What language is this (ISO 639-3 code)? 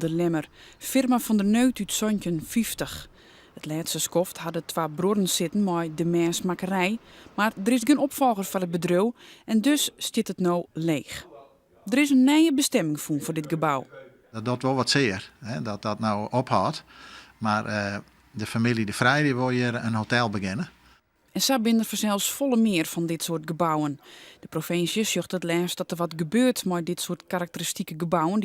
fry